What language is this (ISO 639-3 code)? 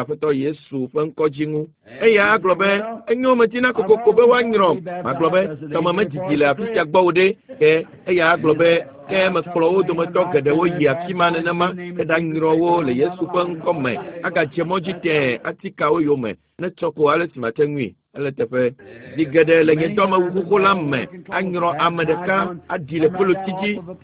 ewe